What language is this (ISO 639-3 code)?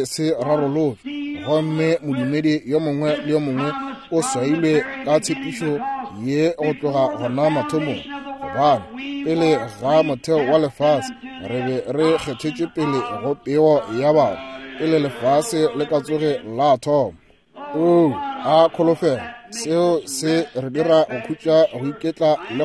nso